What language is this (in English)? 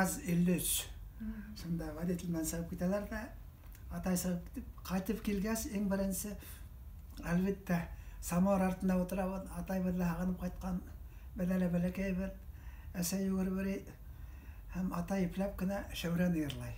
Bashkir